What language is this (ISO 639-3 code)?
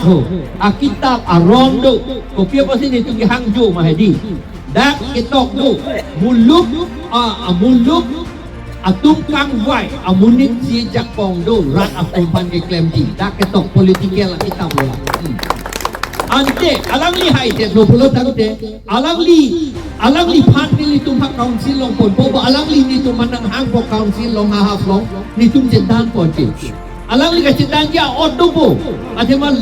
mjw